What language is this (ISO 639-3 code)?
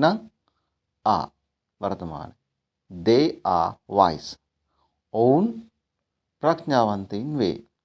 sin